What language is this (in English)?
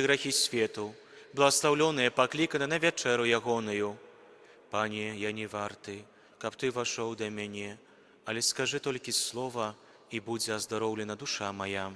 Belarusian